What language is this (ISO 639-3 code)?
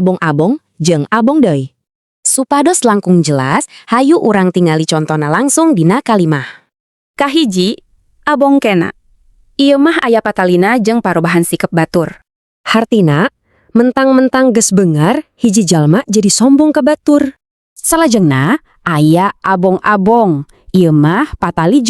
sun